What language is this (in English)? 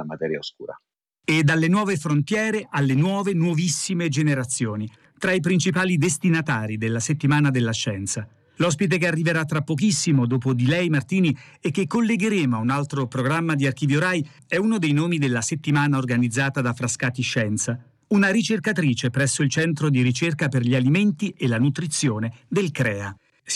Italian